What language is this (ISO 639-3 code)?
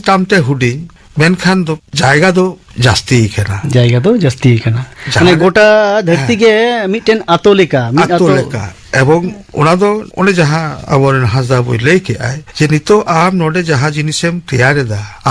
sat